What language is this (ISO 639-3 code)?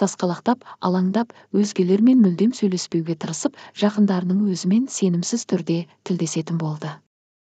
kaz